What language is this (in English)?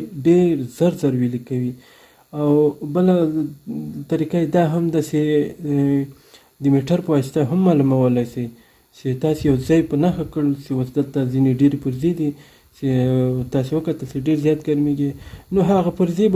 Pashto